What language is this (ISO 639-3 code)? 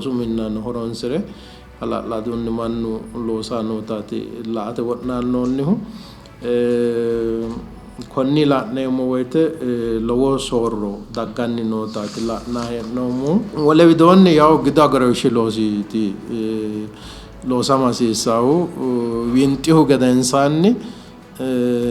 sid